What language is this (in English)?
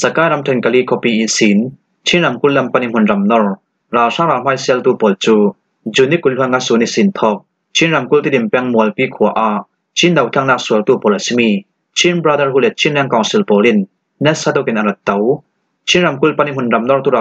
Falam Chin